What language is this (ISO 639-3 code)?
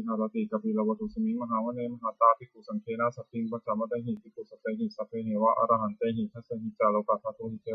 pli